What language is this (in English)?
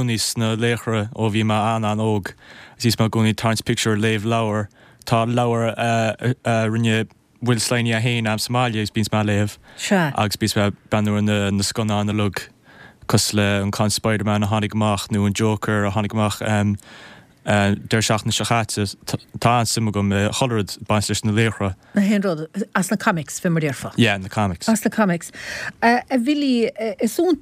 Irish